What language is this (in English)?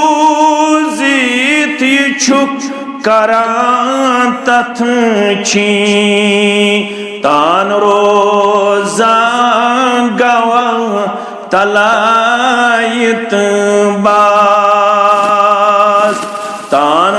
Kashmiri